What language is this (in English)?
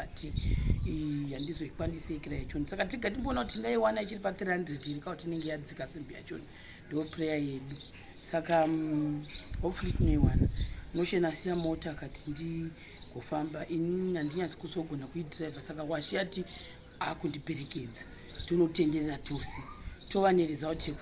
Shona